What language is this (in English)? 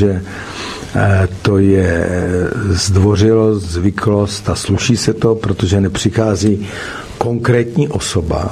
Czech